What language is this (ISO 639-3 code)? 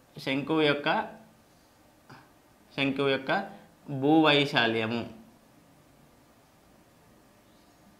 tel